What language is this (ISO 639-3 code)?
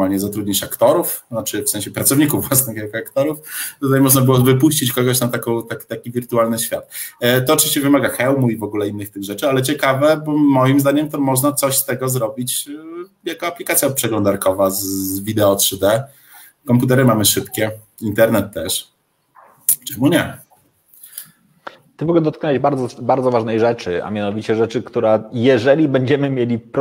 pol